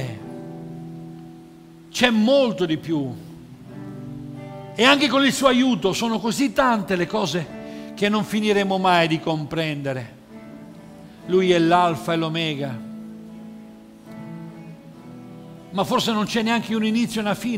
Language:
Italian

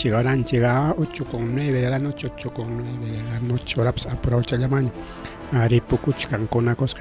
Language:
Ayacucho Quechua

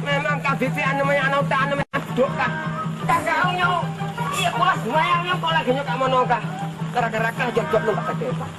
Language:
Achinese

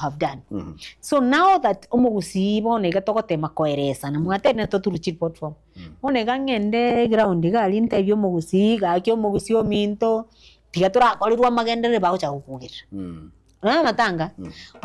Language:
Gusii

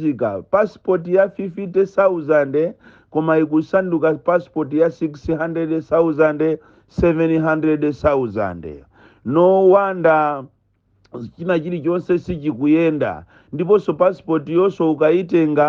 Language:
Nyanja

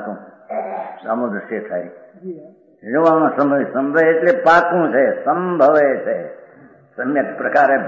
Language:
Gujarati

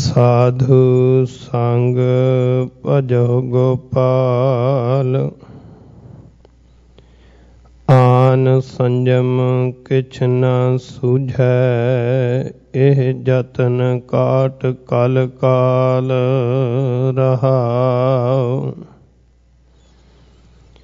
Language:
Punjabi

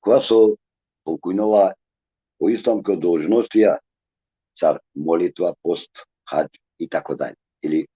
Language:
Balkan Romani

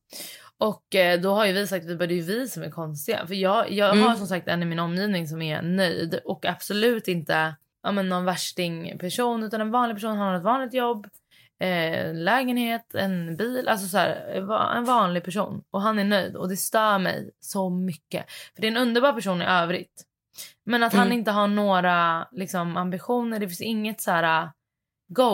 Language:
Swedish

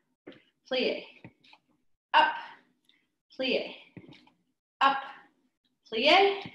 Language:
English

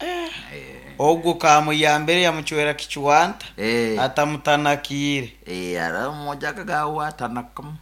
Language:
Nyoro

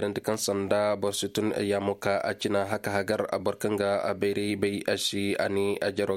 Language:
Koyraboro Senni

